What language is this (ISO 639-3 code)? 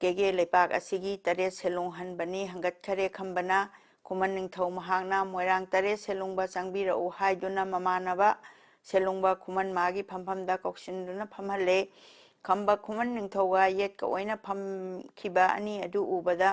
mni